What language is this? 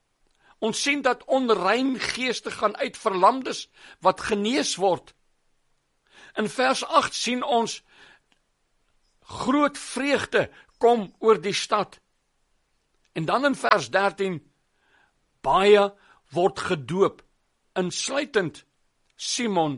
Afrikaans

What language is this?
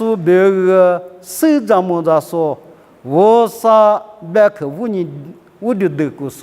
Lisu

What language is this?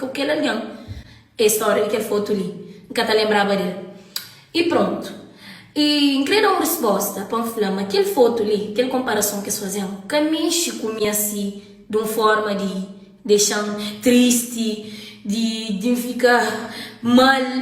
Kabuverdianu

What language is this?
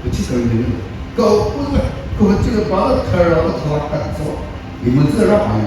Chokri Naga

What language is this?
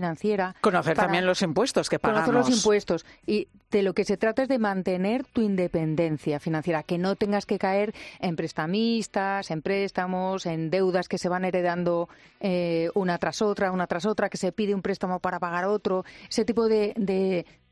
Spanish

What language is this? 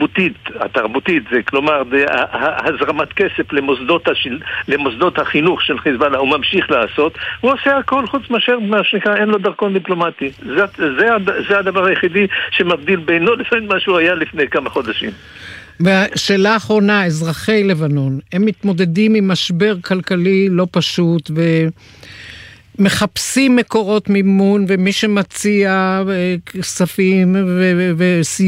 Hebrew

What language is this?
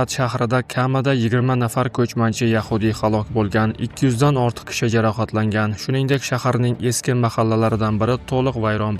Uzbek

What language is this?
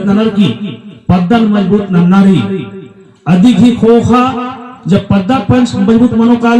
Kurukh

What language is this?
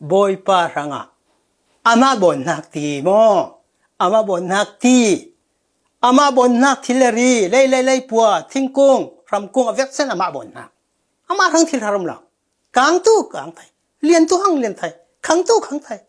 Falam Chin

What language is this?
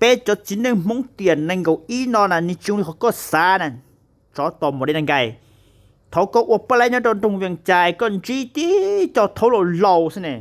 Hmong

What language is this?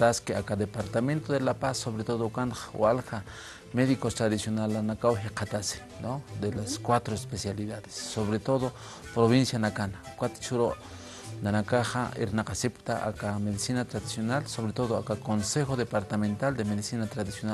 Aymara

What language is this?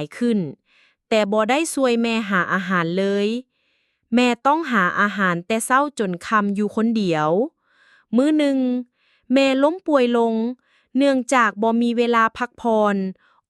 Lao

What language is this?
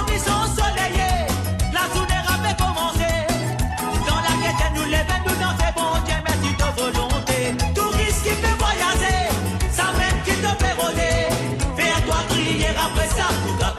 Morisyen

